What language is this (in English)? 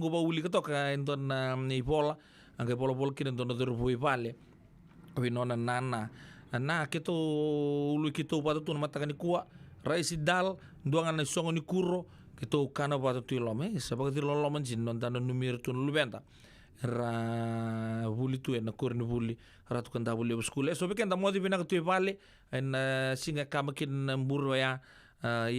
Fijian